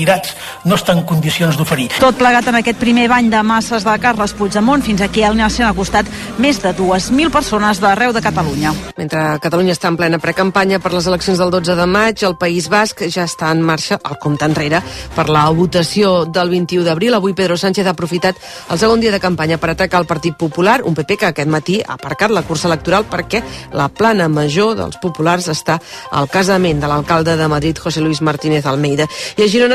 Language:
Catalan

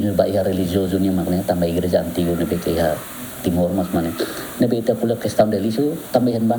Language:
Tetum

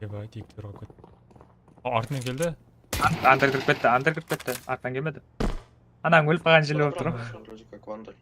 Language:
Kara-Kalpak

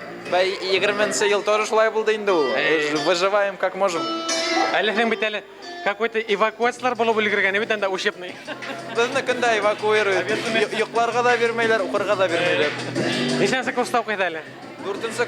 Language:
Bashkir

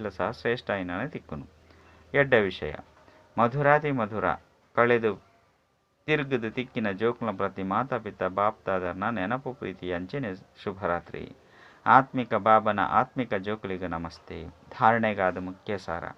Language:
Tulu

